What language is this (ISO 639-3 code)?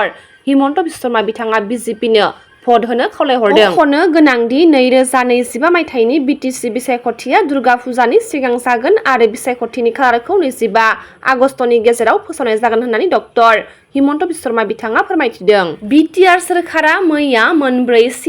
brx